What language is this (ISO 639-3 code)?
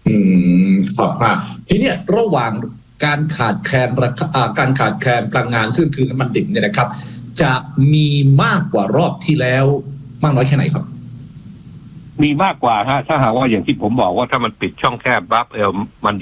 tha